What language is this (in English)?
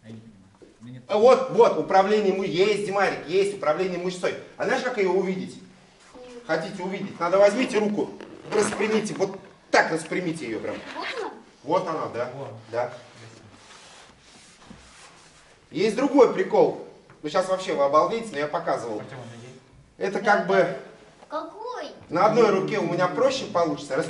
Russian